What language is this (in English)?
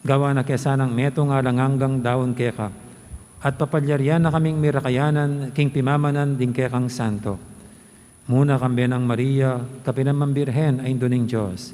Pampanga